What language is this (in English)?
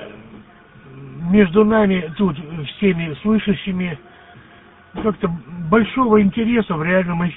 Russian